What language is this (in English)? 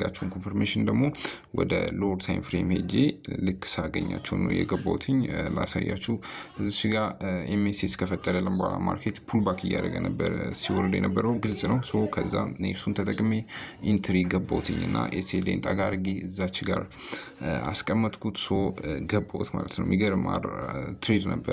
Amharic